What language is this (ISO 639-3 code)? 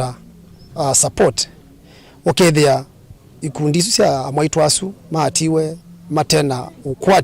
kam